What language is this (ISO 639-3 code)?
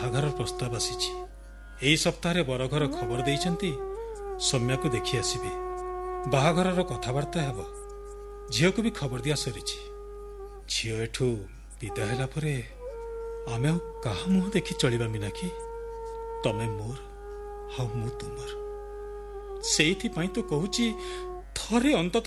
ori